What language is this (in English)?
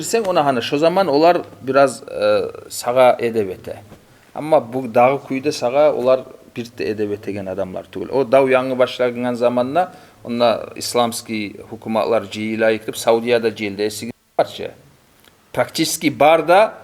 Kumyk